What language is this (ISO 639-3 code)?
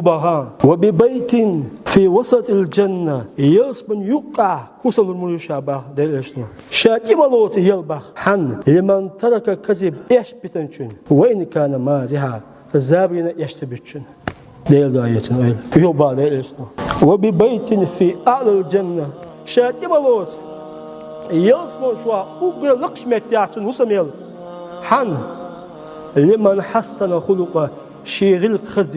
che